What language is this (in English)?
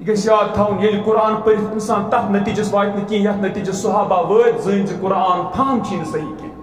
Kashmiri